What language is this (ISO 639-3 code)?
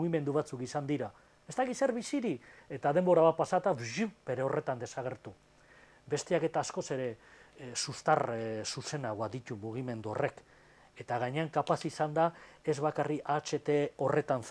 eus